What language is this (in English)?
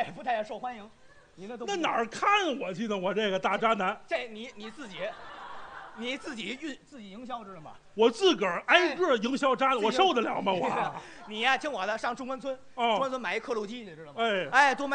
Chinese